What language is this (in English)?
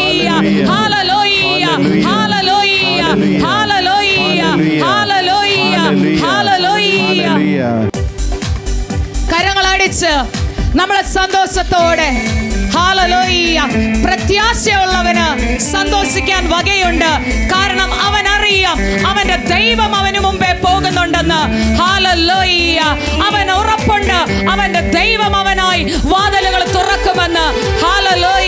Malayalam